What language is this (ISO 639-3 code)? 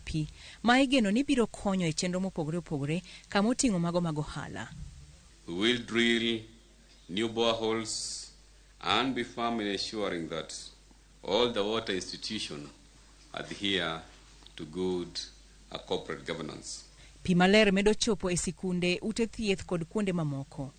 luo